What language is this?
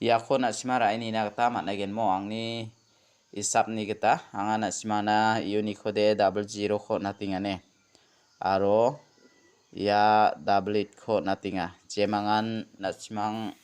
Garo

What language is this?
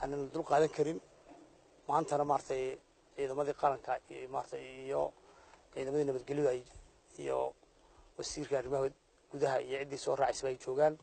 Somali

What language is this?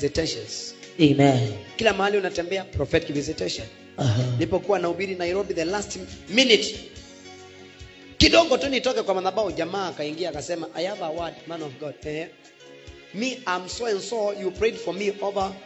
Swahili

